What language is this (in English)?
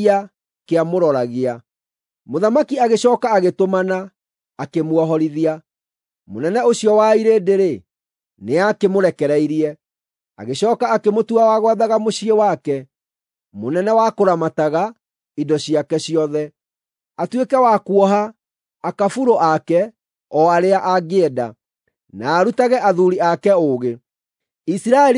Kikuyu